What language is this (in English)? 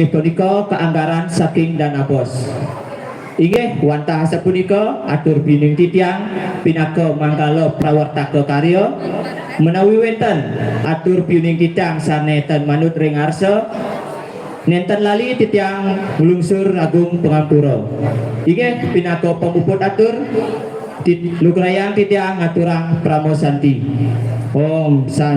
Balinese